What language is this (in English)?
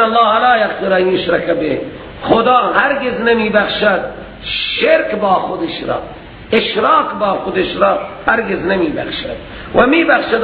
Persian